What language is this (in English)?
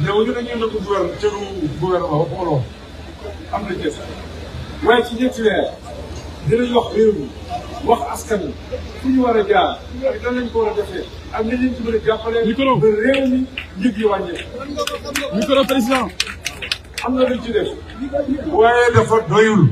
Wolof